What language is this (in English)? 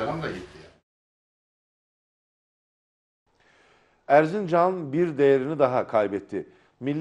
Turkish